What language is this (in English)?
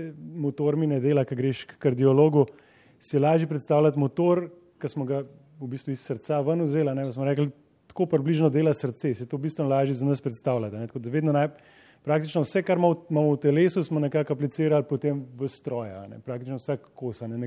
Slovenian